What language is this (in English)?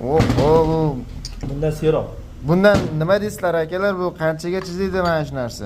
Uzbek